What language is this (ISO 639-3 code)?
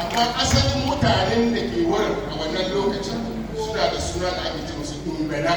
hau